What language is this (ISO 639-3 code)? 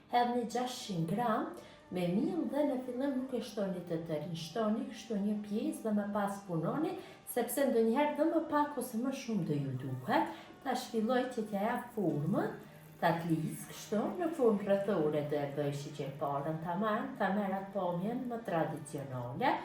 sqi